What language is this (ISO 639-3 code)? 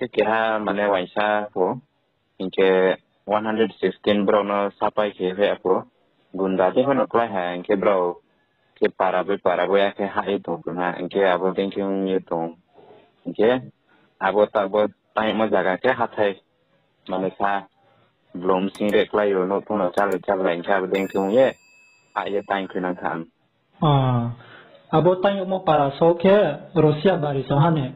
ria